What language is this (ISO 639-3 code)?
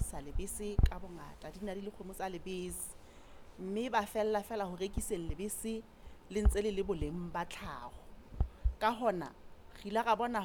sot